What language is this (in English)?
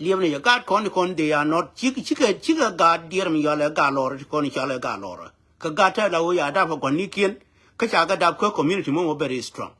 Nuer